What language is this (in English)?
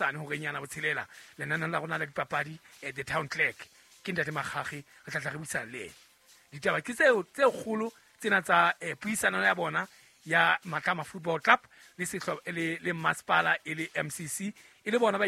Southern Sotho